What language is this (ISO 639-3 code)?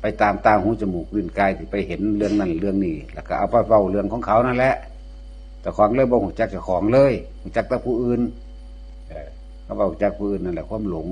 tts